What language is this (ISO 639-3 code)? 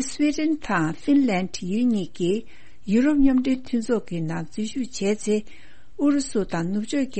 bod